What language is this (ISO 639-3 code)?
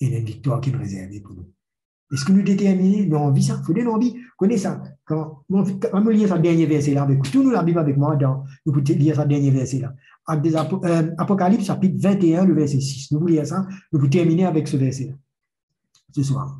mfe